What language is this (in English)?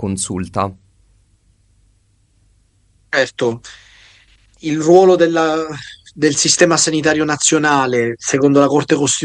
Italian